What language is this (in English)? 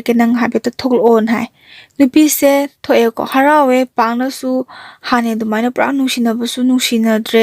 Manipuri